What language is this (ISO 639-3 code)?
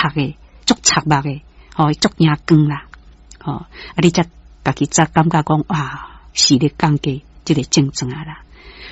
nan